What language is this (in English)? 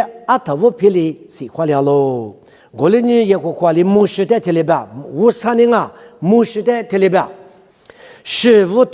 Lisu